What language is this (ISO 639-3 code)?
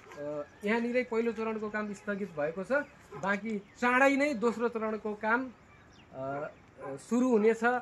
nep